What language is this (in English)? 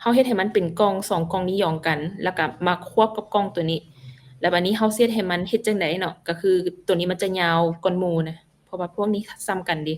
Lao